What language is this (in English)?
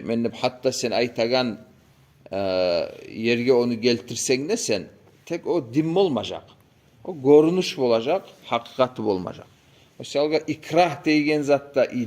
Kumyk